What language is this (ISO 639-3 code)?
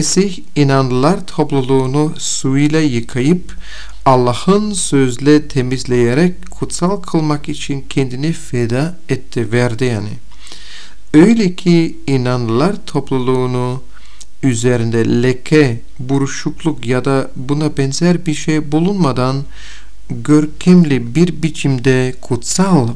tur